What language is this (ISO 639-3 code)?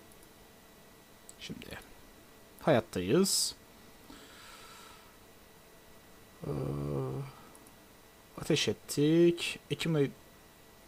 tur